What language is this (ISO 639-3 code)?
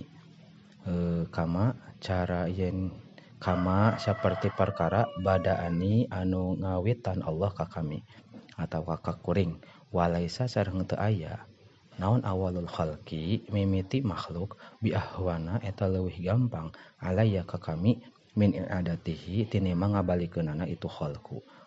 sun